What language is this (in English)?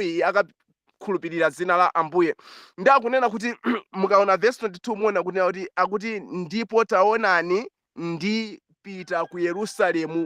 Nyanja